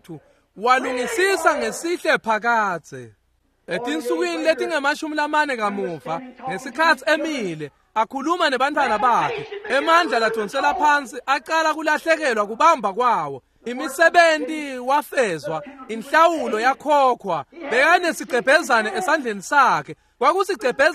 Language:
Swati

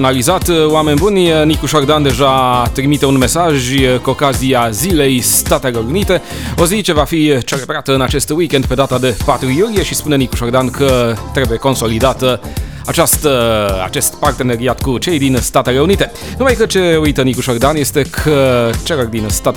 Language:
Romanian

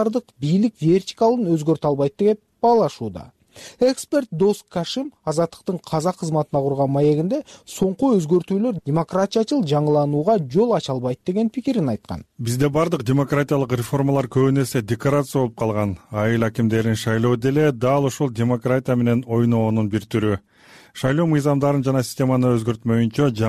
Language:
Kyrgyz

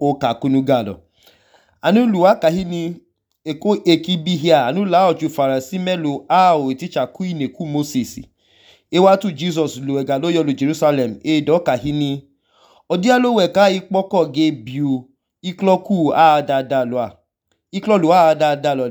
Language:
Idoma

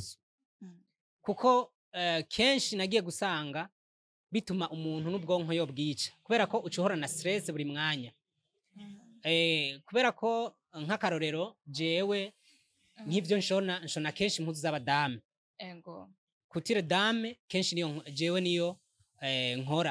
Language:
Rundi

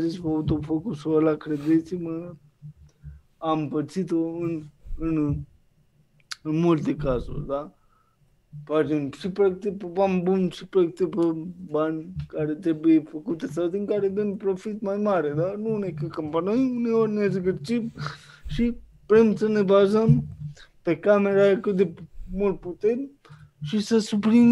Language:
Romanian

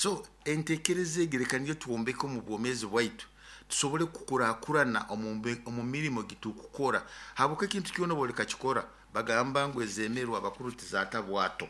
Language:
Nyoro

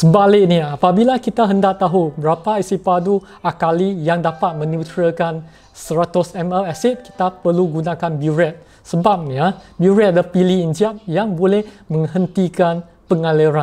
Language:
Malay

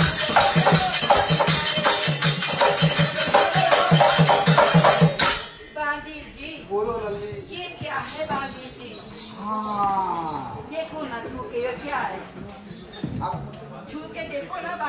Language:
Hindi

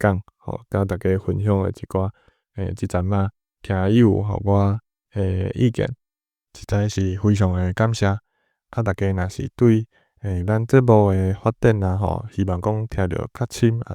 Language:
Min Nan Chinese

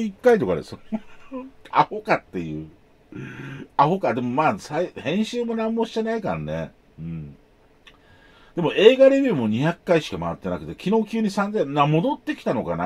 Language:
Japanese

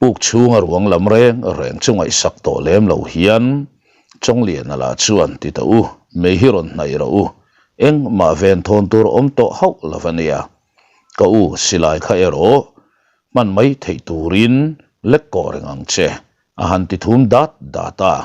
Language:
Mizo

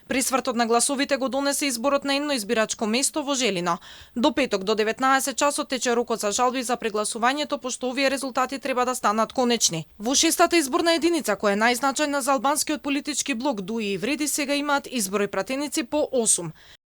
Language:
Macedonian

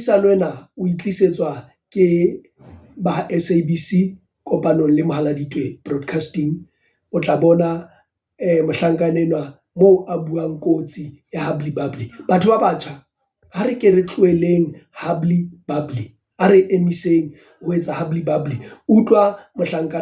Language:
Southern Sotho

